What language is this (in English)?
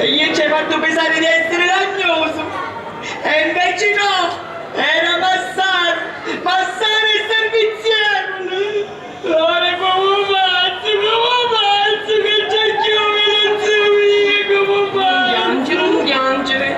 Sicilian